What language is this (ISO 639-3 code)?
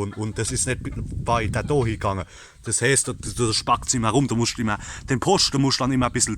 pfl